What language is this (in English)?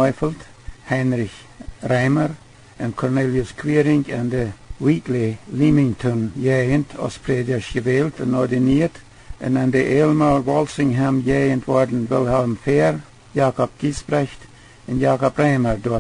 Plautdietsch